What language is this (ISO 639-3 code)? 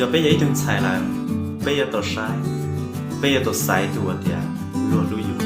hmn